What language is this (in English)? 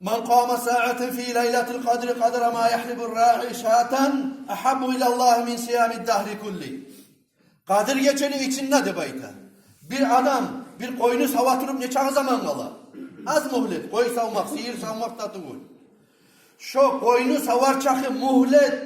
Kumyk